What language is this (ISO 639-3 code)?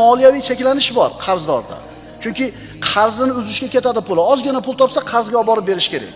uzb